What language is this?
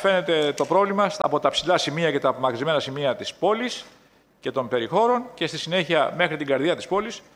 Greek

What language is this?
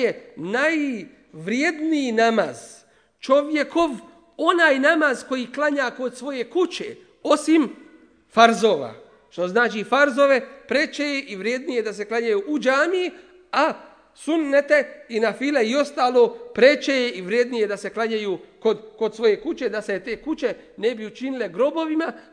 Bosnian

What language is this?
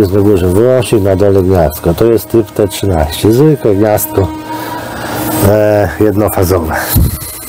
Polish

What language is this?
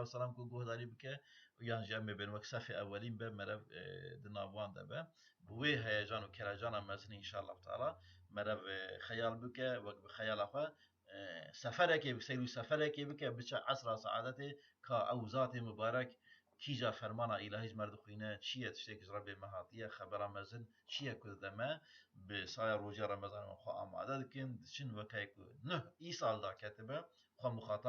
Kurdish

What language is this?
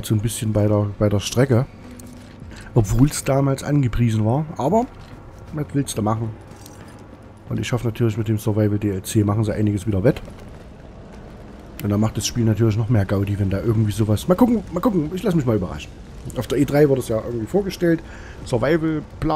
German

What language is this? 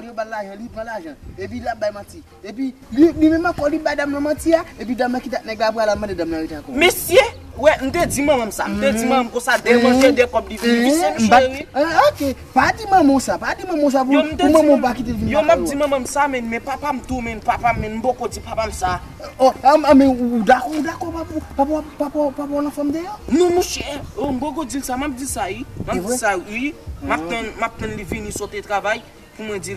Haitian Creole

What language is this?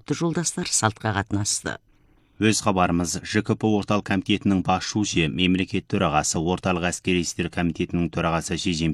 Kazakh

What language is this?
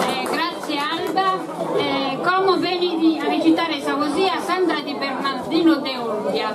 Sardinian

